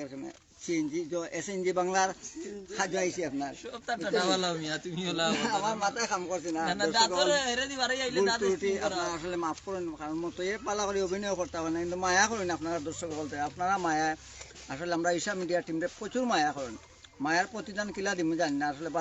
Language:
Sylheti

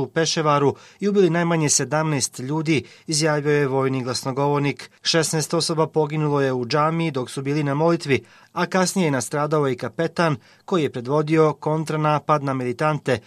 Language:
Croatian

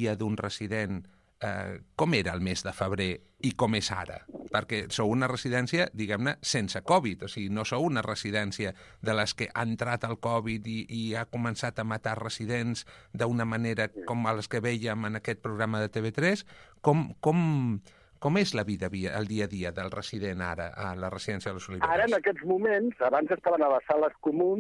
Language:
Catalan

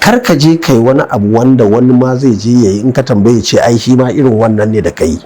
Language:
Hausa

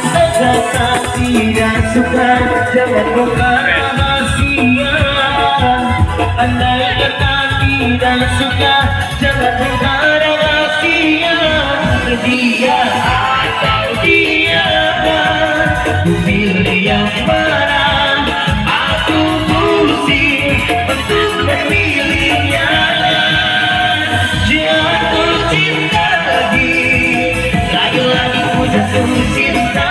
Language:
Indonesian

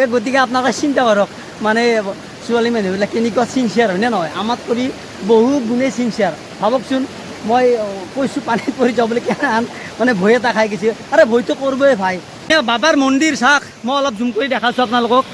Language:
Assamese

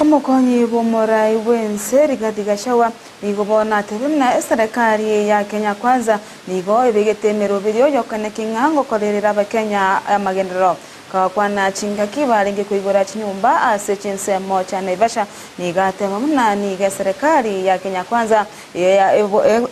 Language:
Gusii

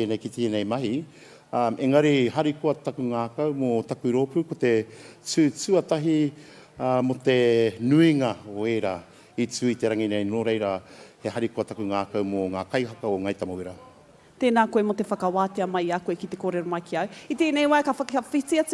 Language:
Māori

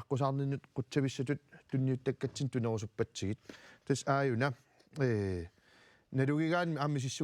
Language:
Kalaallisut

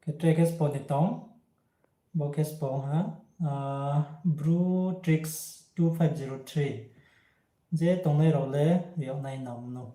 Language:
Riang (India)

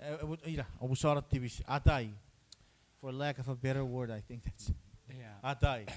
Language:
Chuukese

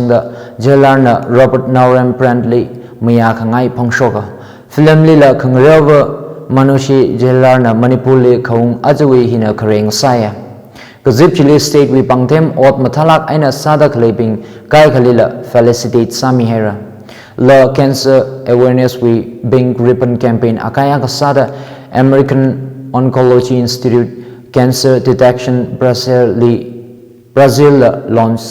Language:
Tangkhul Naga (India)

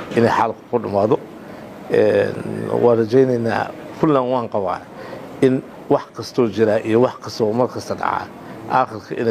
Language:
Somali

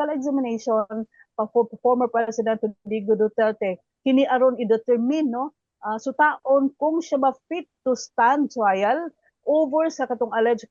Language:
Cebuano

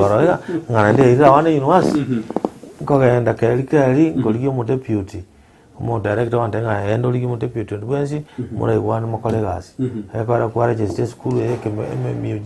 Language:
Gusii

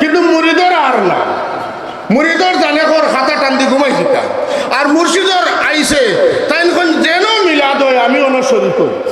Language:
Sylheti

